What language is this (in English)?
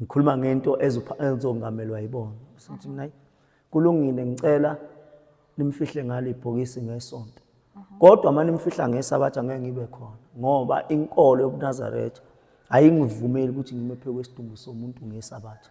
Zulu